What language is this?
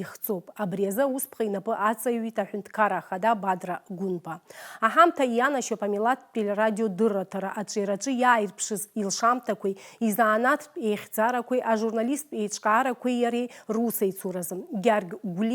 Abkhazian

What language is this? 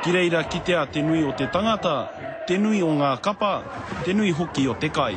Māori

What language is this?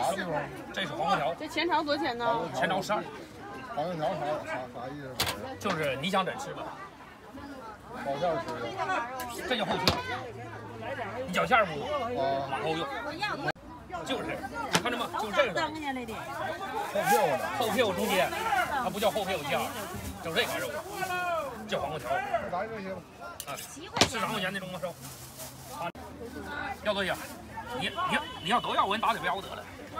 Chinese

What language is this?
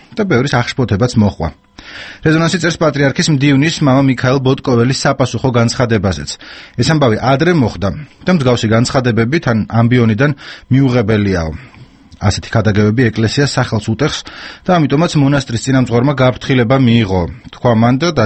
Georgian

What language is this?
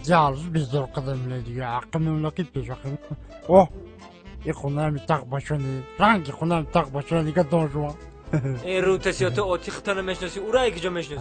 Tajik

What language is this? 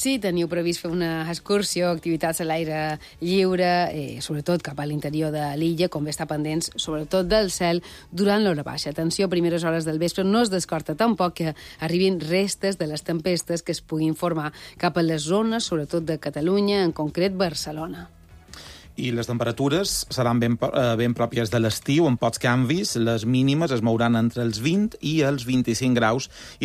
Catalan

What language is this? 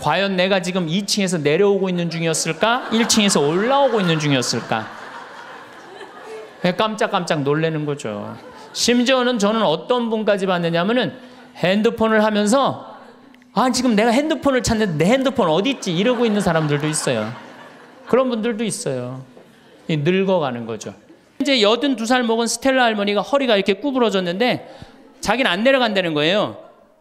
Korean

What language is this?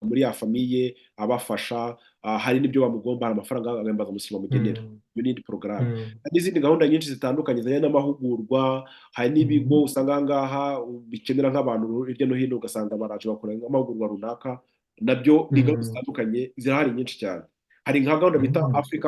Kinyarwanda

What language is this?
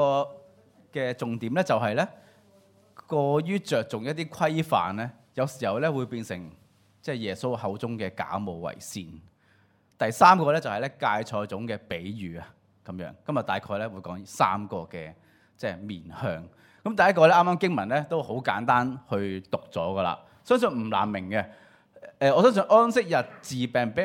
Cantonese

